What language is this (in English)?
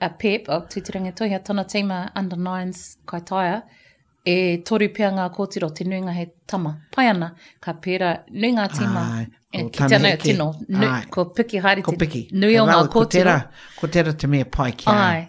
Māori